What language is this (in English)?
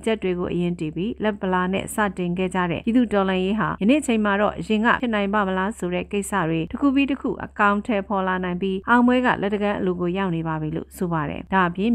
Burmese